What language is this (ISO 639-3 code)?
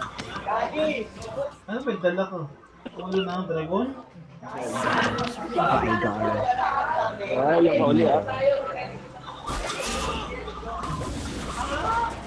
fil